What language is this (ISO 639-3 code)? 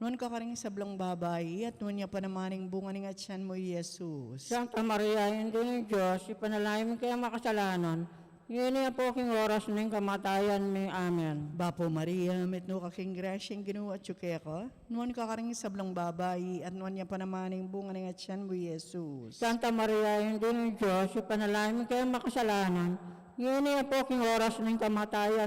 pam